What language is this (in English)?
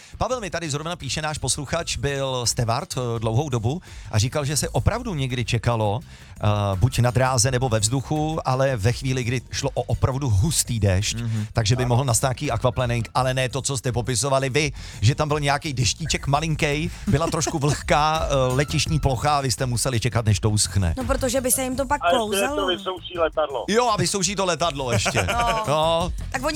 Czech